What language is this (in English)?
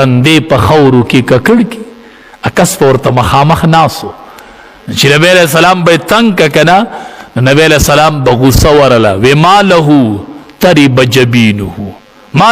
Pashto